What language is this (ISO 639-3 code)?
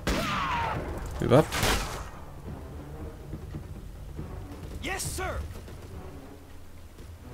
fin